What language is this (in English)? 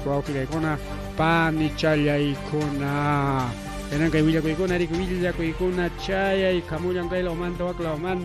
Ayacucho Quechua